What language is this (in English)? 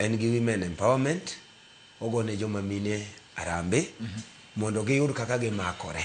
Luo (Kenya and Tanzania)